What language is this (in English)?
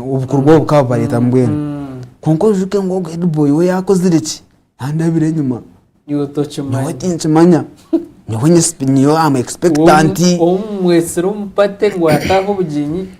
Nyankole